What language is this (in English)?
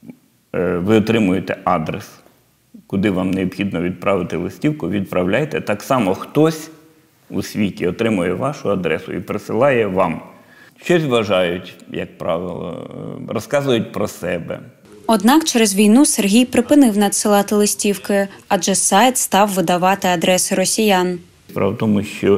Ukrainian